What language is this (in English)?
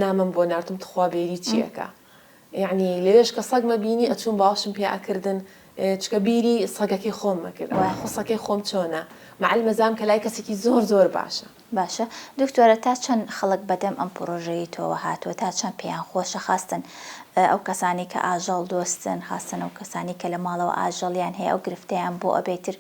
Central Kurdish